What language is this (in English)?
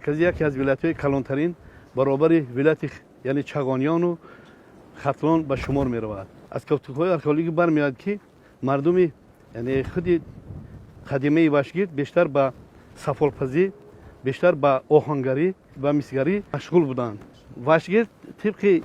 Tajik